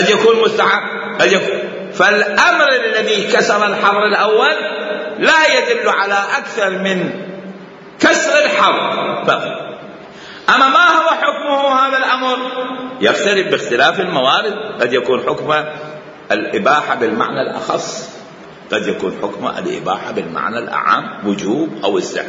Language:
Mesopotamian Arabic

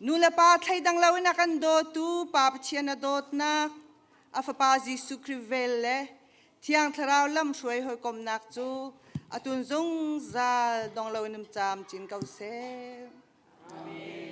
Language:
Hakha Chin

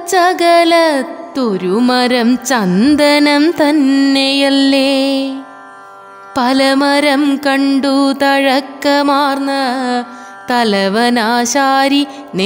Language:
Malayalam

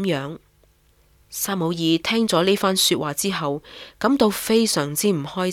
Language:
Cantonese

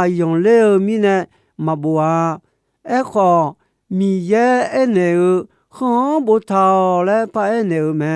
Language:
Akha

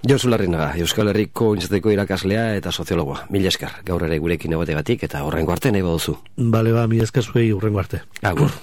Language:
Basque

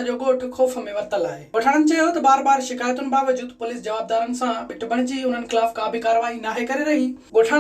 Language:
Sindhi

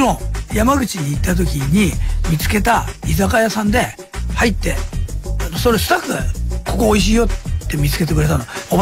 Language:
Japanese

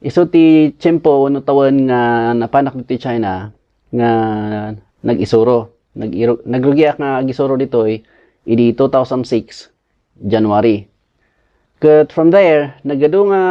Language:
Iloko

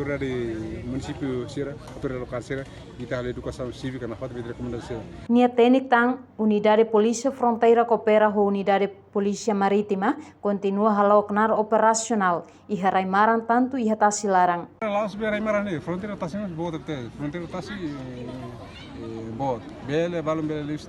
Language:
Tetum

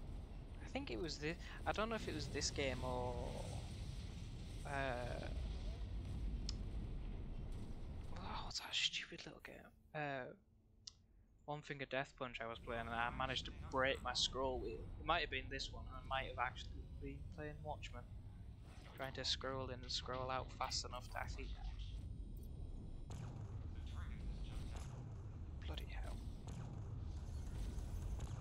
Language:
English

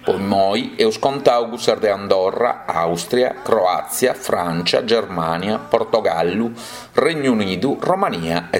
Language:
Sardinian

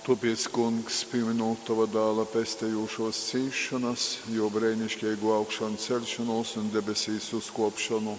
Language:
Latgalian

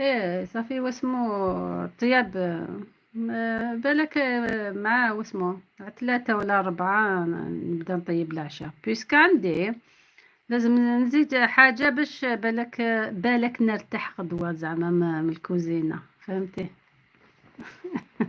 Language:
Algerian Arabic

